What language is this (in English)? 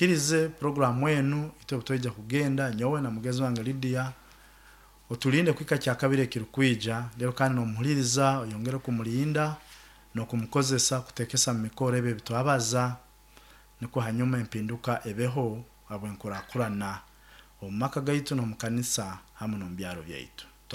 Nyoro